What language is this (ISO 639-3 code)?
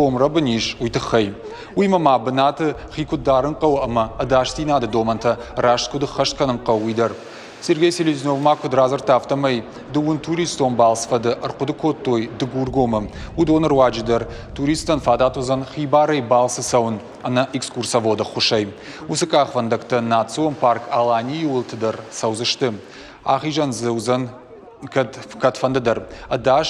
oss